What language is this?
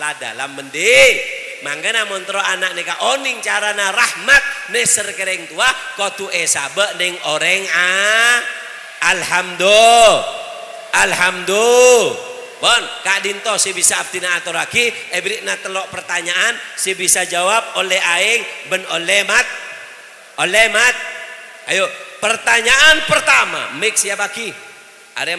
Madurese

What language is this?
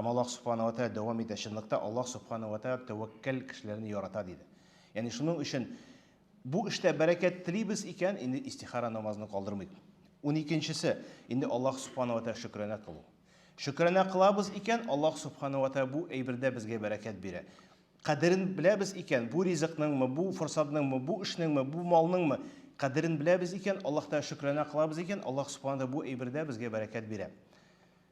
Tatar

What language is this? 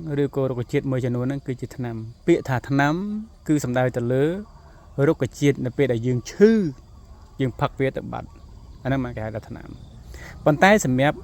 Khmer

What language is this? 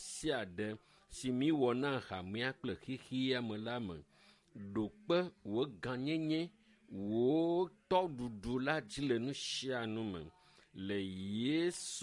Ewe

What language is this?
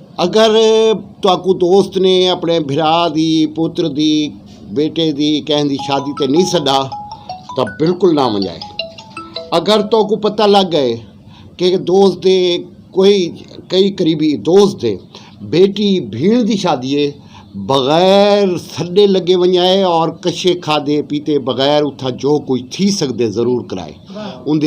Saraiki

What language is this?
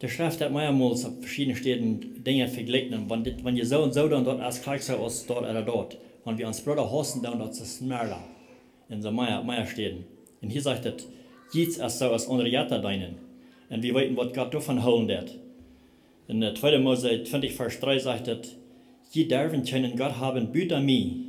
Plautdietsch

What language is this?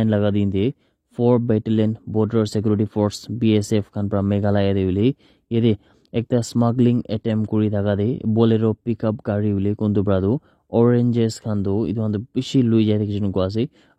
Naga Pidgin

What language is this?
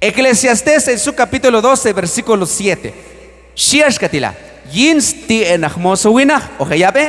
Q'anjob'al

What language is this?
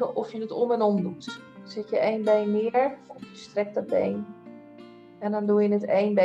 Dutch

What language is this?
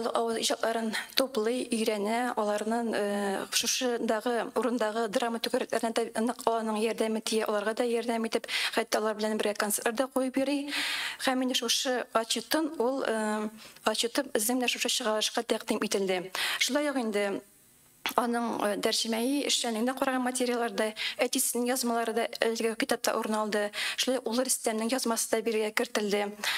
Tatar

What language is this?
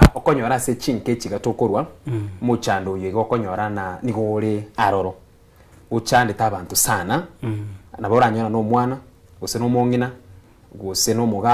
Gusii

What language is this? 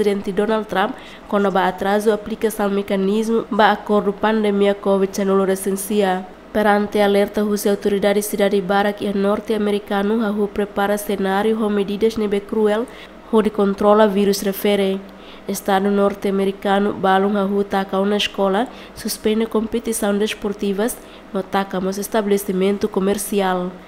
Tetum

